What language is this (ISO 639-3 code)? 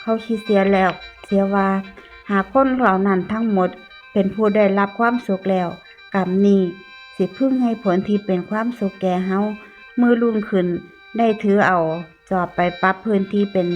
tts